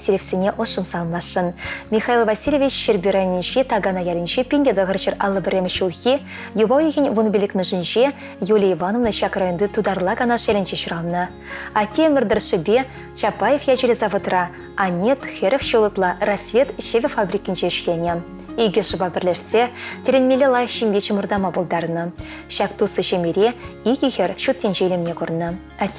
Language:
Chuvash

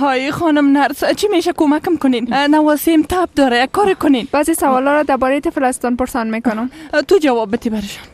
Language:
Persian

